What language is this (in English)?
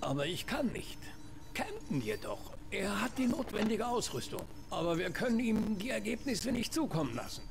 Swiss German